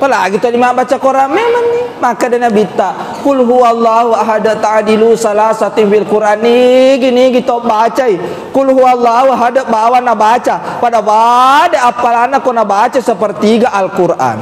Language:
Buginese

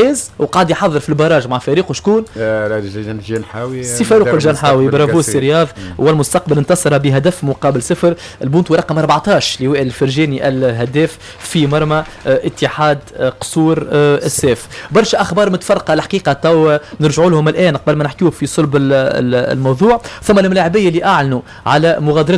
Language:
Tunisian Arabic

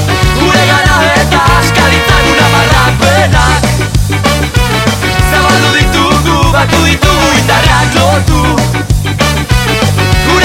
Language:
Basque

